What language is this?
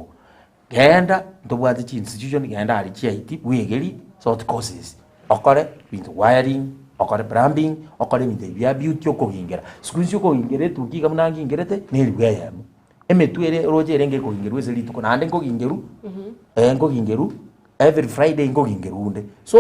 Gusii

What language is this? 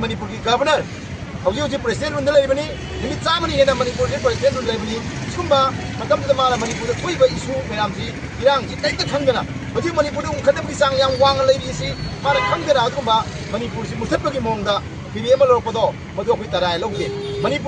Manipuri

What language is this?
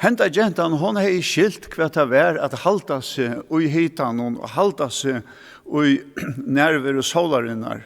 Faroese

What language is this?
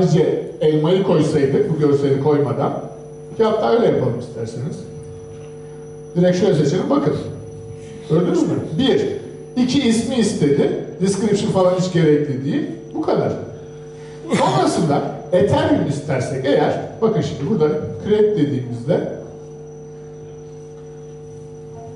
Turkish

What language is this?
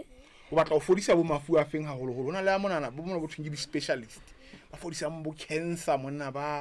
Southern Sotho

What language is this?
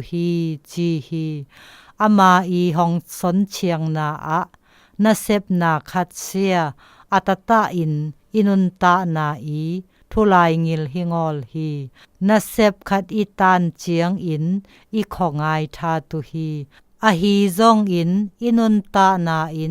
Zou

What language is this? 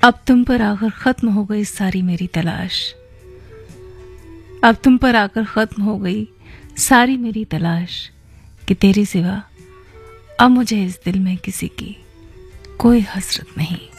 Hindi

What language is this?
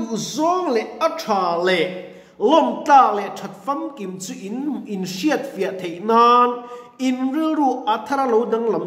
Mizo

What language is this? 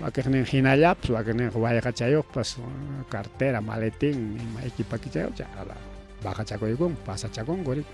Ayacucho Quechua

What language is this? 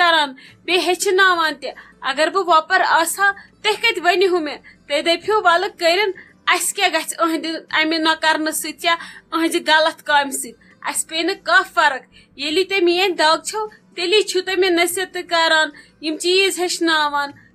Kashmiri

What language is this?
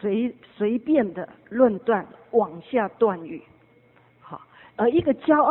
Chinese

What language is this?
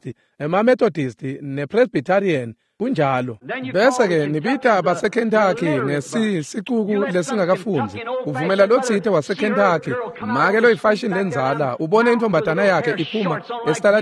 Swati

